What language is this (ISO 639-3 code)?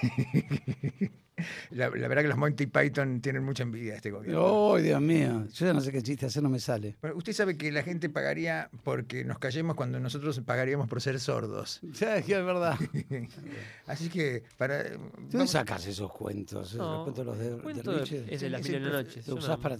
spa